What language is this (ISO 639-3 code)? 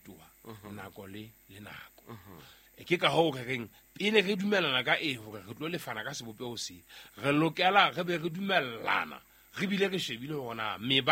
sot